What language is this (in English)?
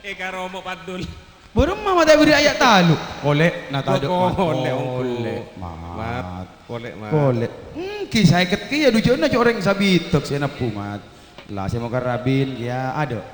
Madurese